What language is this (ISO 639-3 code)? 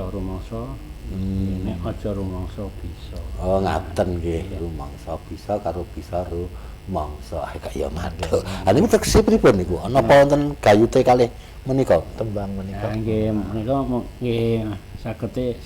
jav